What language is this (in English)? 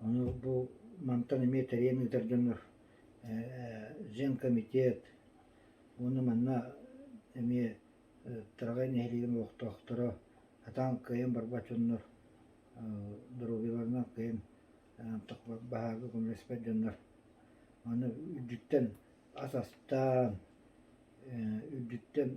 Yakut